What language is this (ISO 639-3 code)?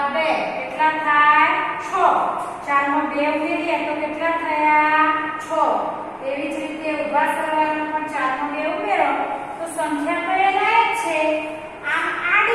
guj